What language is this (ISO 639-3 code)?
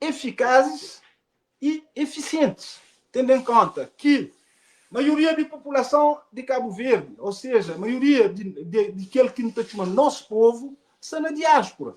kea